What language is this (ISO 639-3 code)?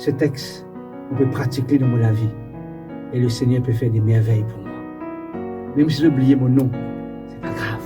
mfe